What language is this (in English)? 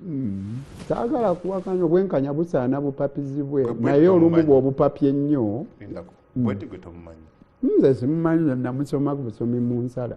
Ganda